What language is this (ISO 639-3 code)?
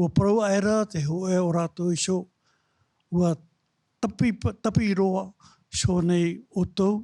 tah